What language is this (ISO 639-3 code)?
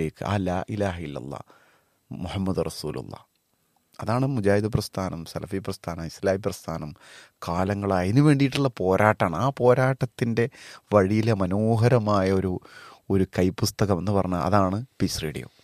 mal